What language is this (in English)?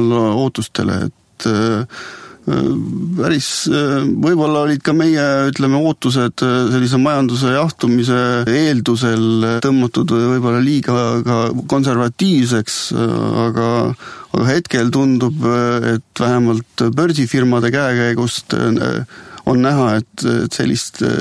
Estonian